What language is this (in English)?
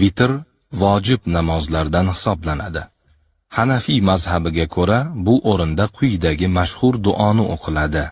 Uzbek